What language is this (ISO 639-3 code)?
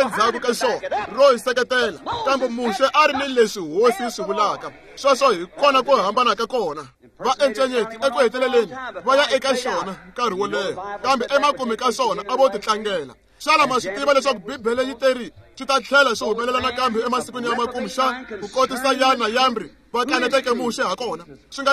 tso